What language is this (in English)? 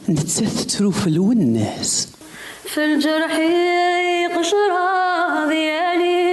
Kabyle